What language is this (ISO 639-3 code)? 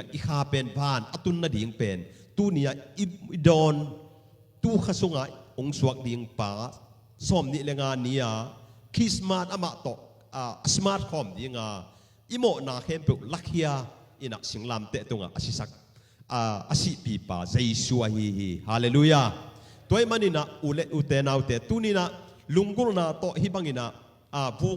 ctd